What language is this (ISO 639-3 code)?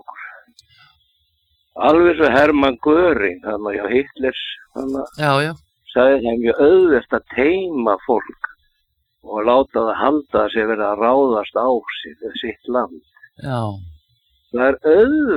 isl